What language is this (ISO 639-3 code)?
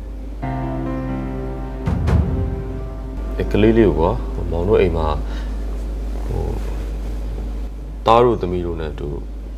mya